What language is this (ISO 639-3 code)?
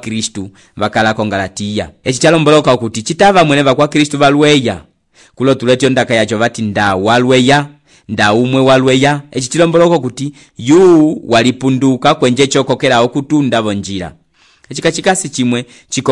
umb